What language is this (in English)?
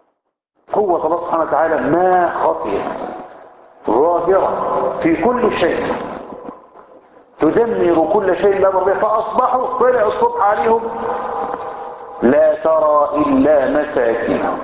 Arabic